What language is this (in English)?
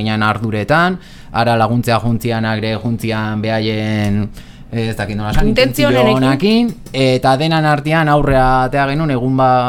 Basque